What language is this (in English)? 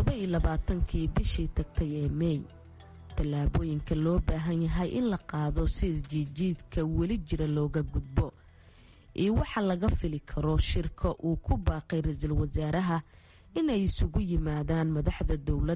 Somali